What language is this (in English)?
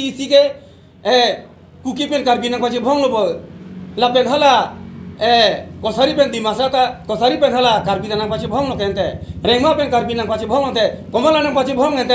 Karbi